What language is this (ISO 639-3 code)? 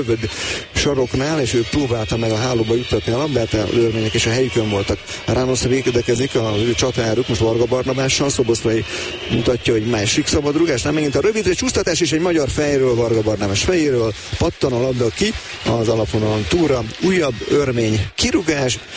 hun